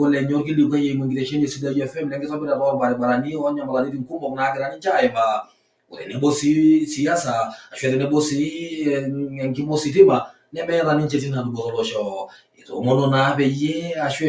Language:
Masai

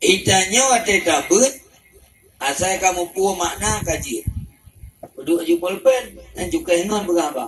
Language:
Achinese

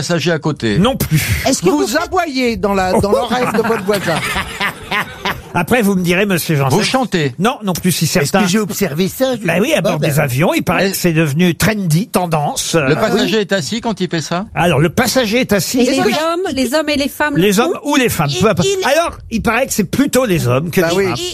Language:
French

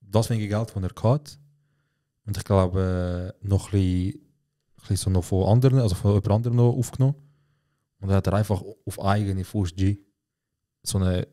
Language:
Swiss German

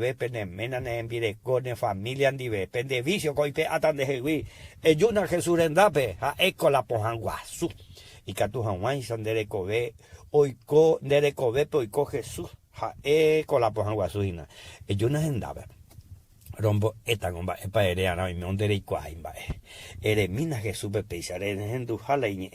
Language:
Guarani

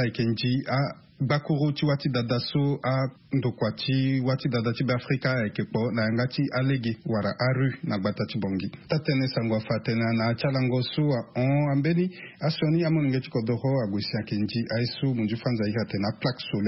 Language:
Sango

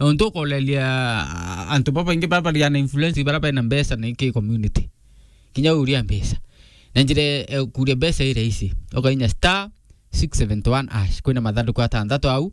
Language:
Meru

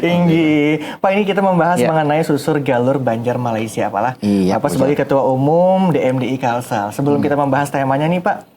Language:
Banjar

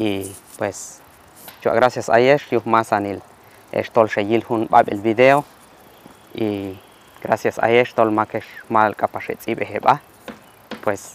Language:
Q'anjob'al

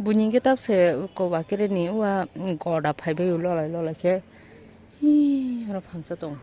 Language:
Kok Borok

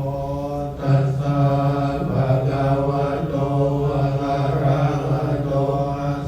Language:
Pali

